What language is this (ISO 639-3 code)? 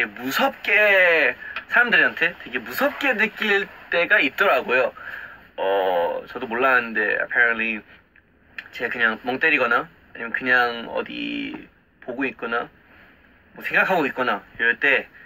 kor